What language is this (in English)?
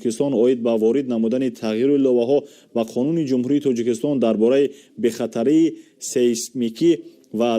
Tajik